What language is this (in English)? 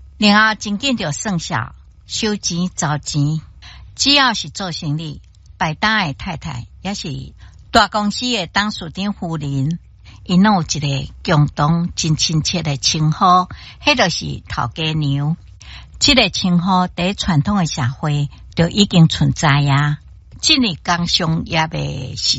Min Nan Chinese